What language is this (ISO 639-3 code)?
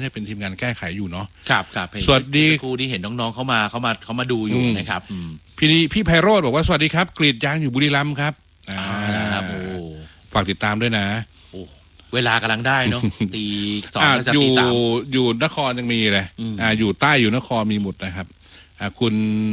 tha